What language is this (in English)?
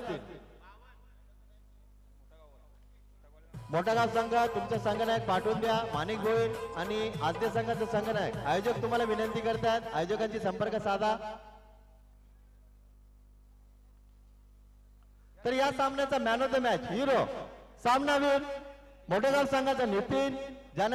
Marathi